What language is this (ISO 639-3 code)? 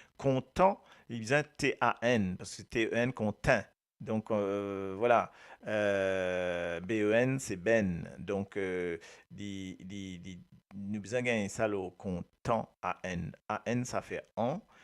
mfe